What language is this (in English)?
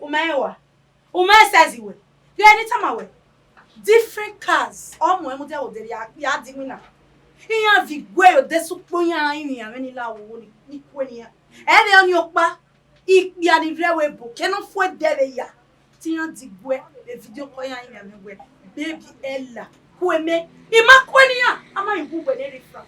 Bini